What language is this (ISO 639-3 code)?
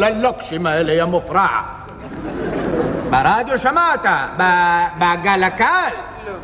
heb